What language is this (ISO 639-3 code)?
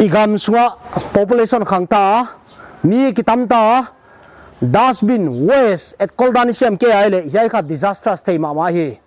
pck